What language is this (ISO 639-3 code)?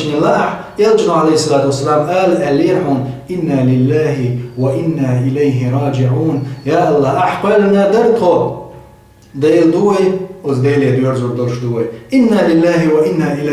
che